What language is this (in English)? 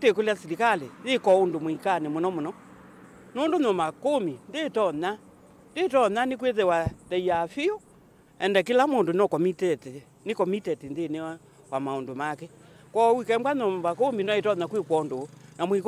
Kamba